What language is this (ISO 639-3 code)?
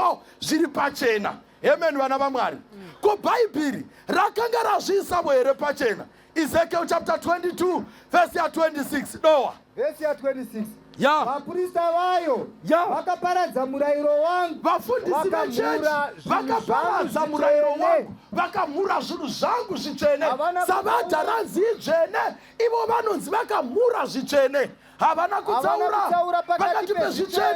sna